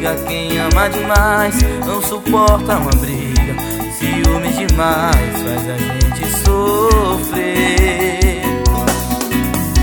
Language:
Portuguese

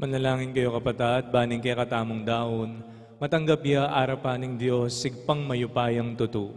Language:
Pampanga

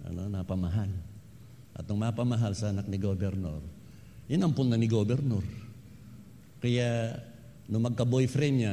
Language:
Filipino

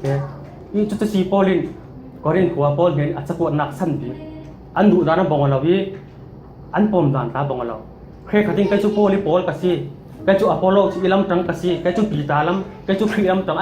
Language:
Falam Chin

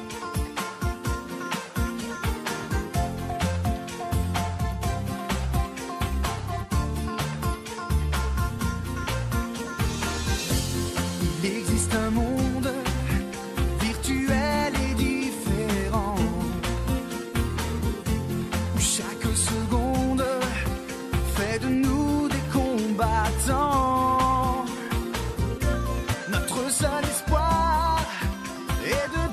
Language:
French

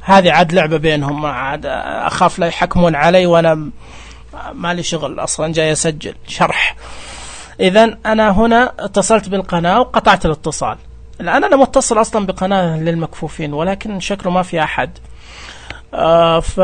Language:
Najdi Arabic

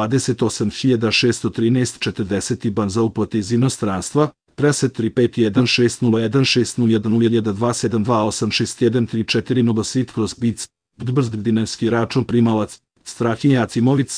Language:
Serbian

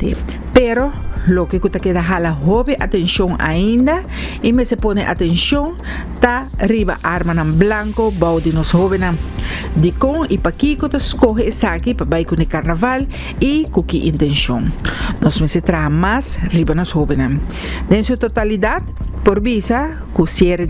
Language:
Papiamento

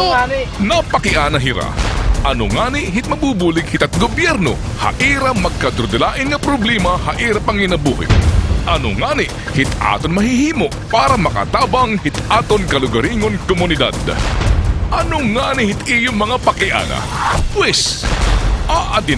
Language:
Waray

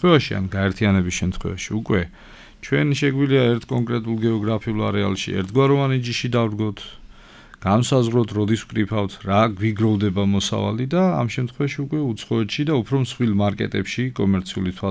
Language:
Georgian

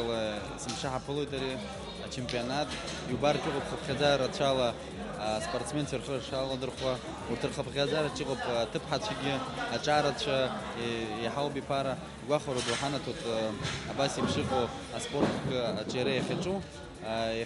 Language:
Abkhazian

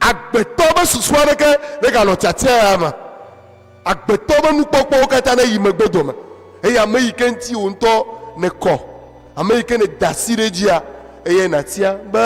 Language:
Ewe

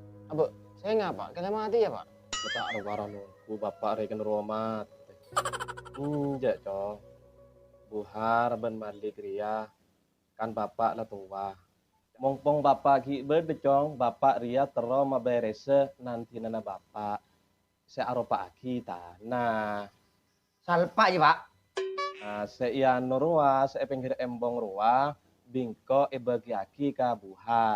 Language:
Madurese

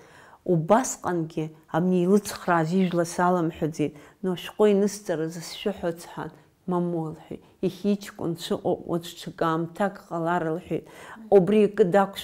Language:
Abkhazian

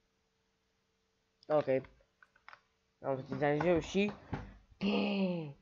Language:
Romanian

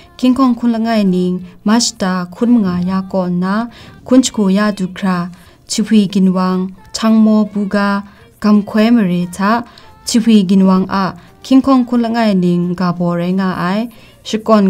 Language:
Kachin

